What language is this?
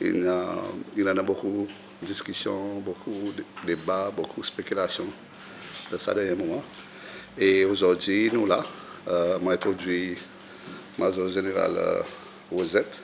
Seselwa Creole French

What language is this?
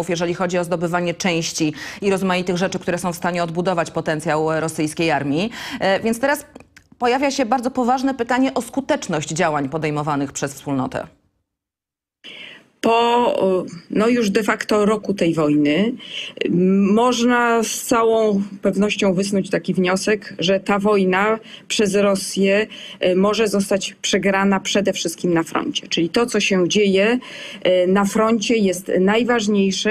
Polish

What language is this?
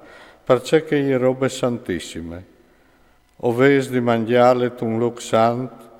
Friulian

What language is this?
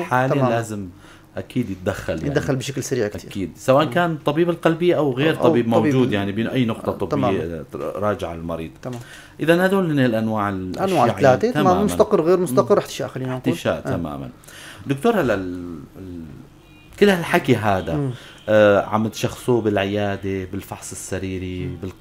North Levantine Arabic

